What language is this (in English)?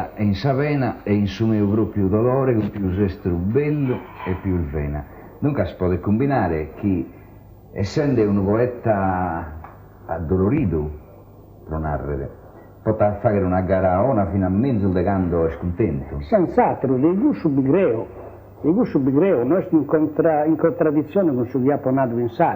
Sardinian